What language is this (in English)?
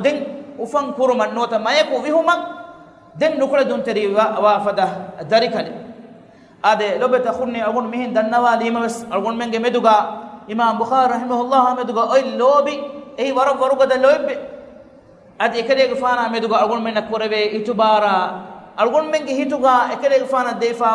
Divehi